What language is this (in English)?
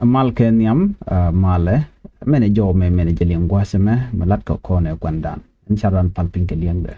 Nuer